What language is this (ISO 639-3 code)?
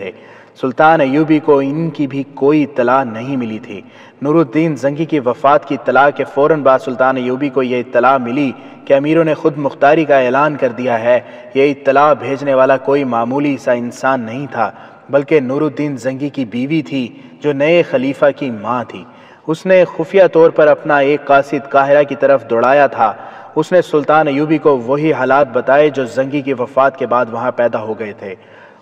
urd